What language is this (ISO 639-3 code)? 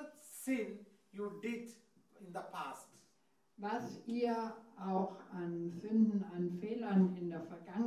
deu